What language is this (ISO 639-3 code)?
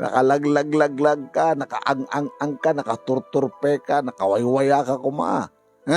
ilo